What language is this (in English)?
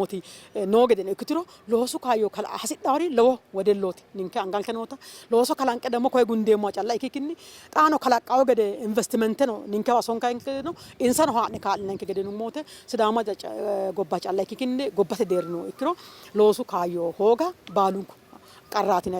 Sidamo